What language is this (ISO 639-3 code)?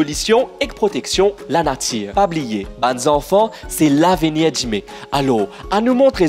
mfe